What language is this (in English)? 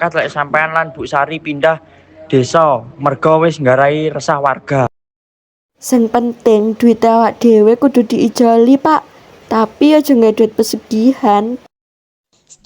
Javanese